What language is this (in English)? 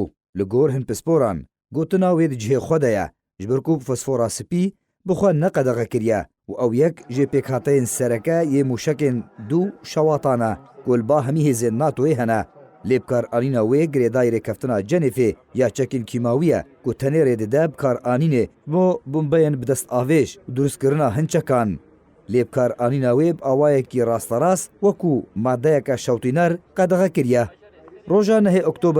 Kurdish